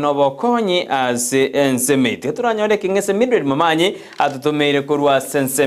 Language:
Gusii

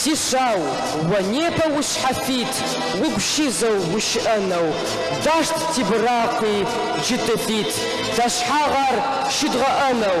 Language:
Adyghe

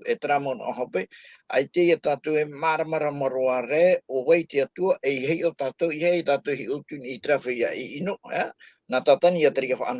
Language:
Tahitian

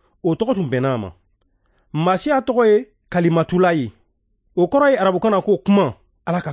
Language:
Bambara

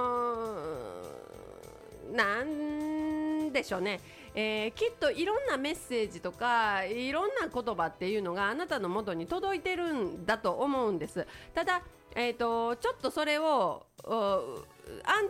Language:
Japanese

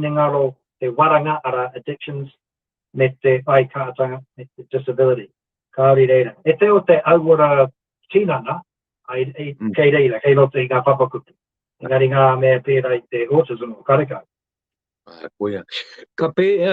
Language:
Māori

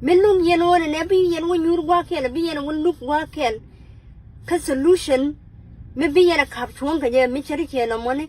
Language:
Nuer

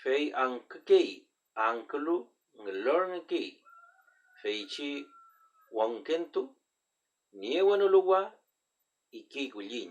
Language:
Mapuche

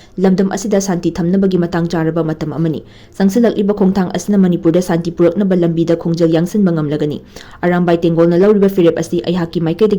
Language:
Manipuri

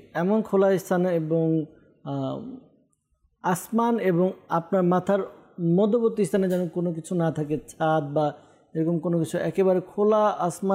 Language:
Bangla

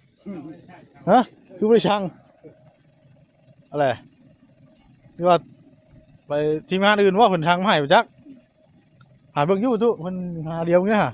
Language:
Northeastern Thai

